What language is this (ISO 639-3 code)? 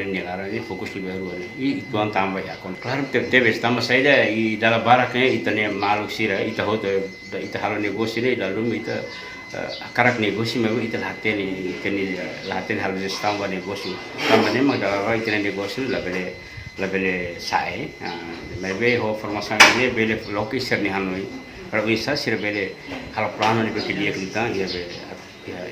tet